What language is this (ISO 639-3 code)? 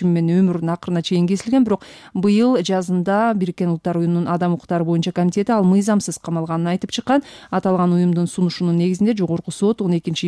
kir